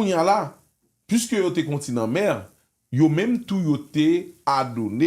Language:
Haitian Creole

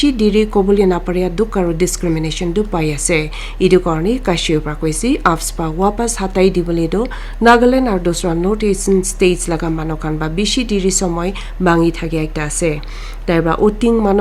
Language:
Naga Pidgin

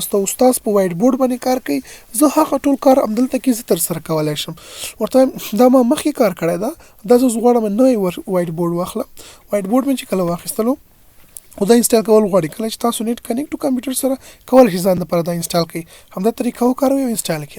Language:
Pashto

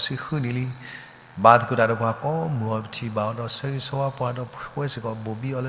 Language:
S'gaw Karen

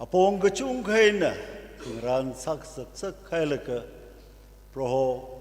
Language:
Tangkhul Naga (India)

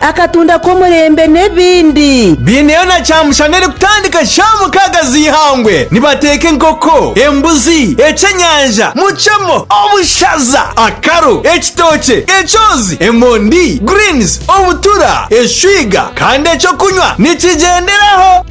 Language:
Nyankole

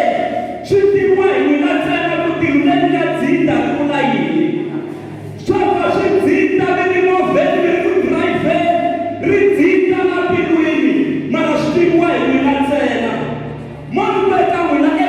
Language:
Tsonga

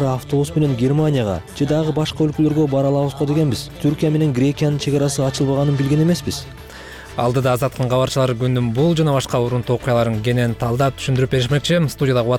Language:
Kyrgyz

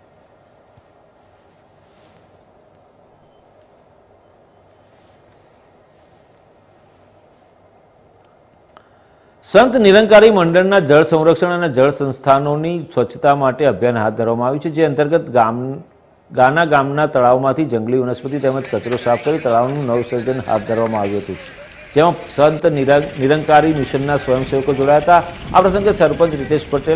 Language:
Gujarati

